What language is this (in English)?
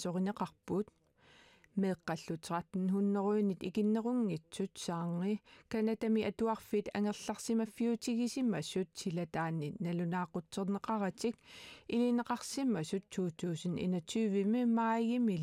Kalaallisut